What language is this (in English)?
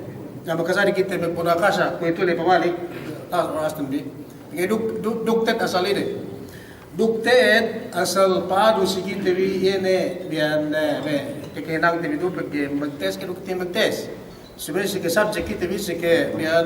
Yakan